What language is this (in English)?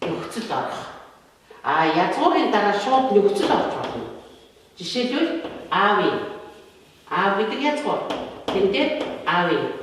Mongolian